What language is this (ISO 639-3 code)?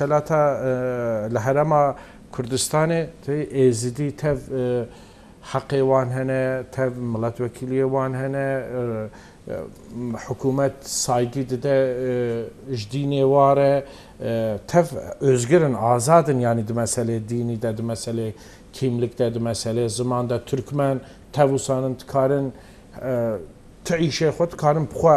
kur